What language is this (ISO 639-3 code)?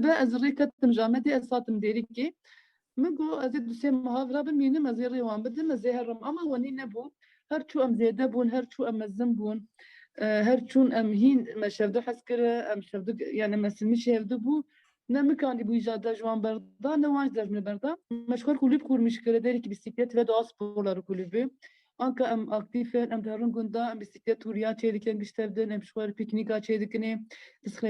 kur